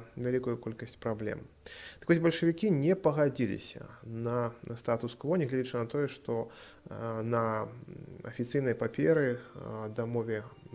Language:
Belarusian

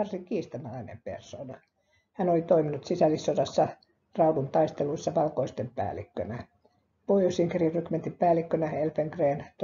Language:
Finnish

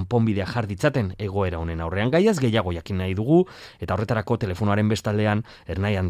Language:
Basque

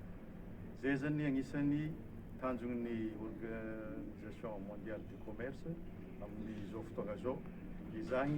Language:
Malagasy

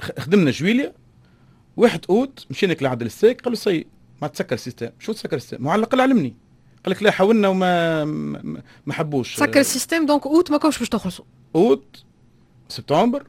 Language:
Tunisian Arabic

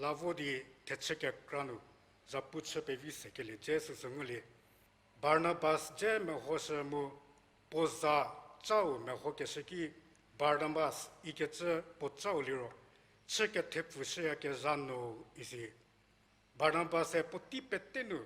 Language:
Angami Naga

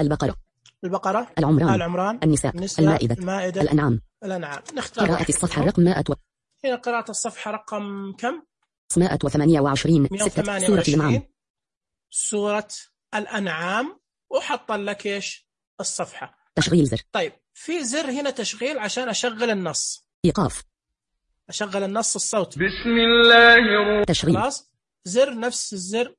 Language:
Najdi Arabic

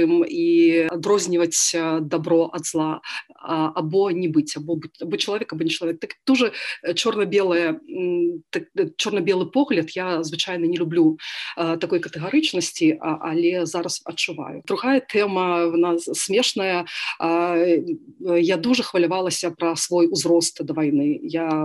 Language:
Belarusian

